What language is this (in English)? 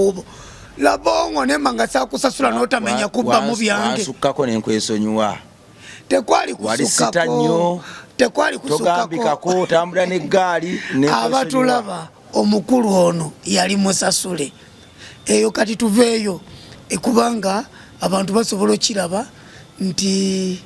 Ganda